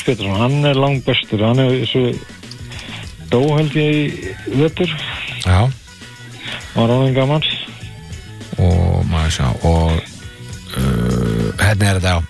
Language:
Icelandic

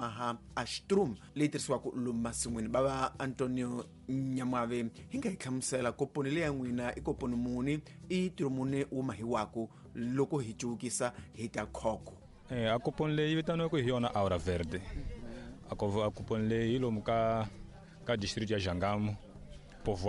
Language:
Tsonga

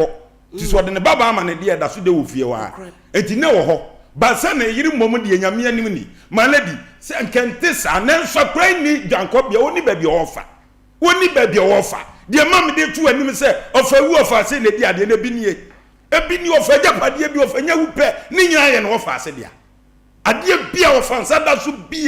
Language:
Akan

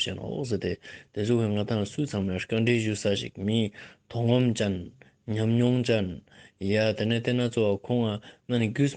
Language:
Ladakhi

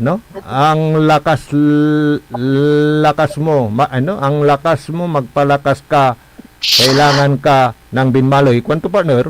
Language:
Pangasinan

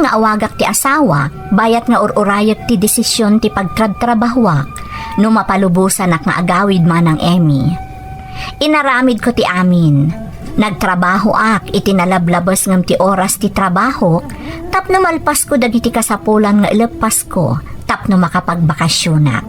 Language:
Iloko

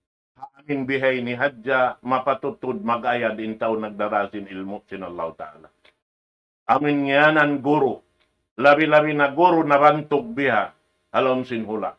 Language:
Tausug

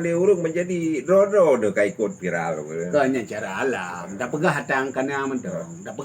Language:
Achinese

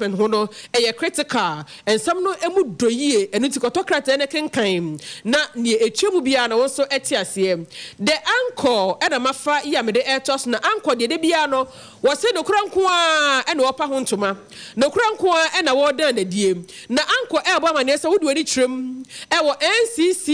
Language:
Akan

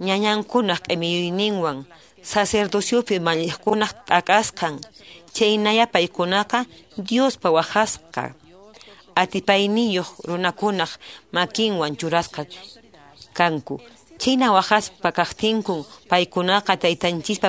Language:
Quechua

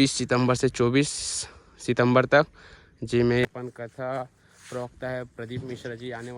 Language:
Chhattisgarhi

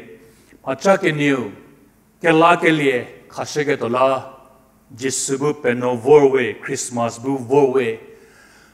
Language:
Angami Naga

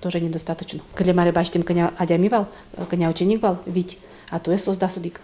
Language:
Udmurt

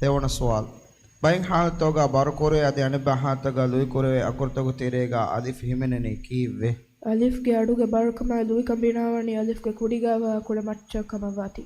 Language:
Divehi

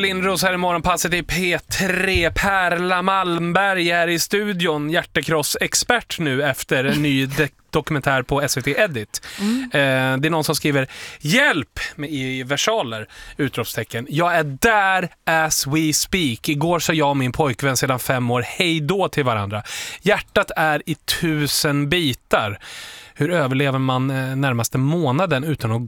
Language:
Swedish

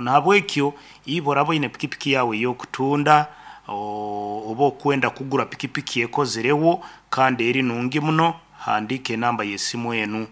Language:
Nyankole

